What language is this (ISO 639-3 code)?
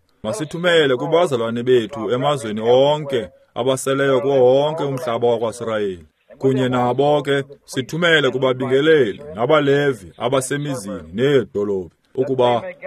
xho